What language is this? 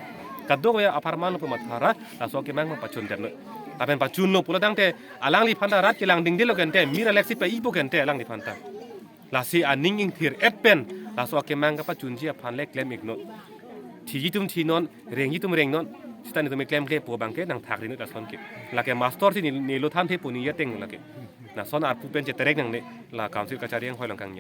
Karbi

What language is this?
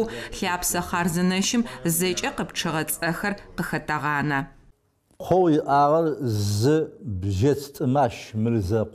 Adyghe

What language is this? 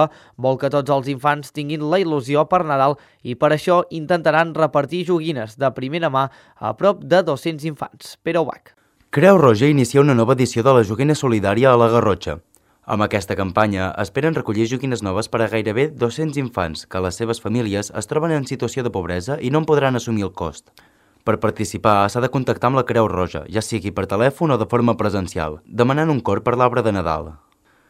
Catalan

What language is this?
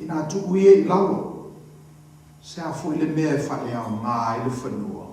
Samoan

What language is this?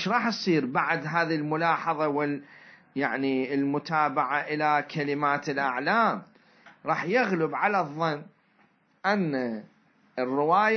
Mesopotamian Arabic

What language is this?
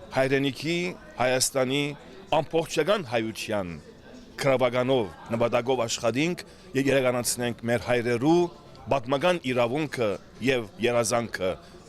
Western Armenian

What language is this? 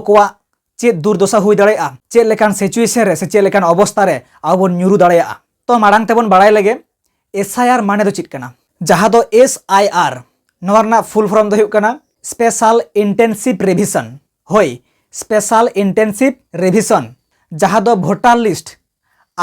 Santali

